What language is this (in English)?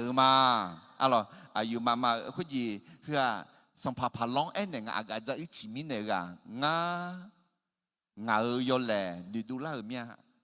Akha